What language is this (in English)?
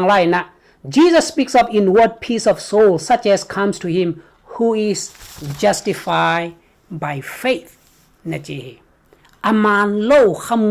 Tedim Chin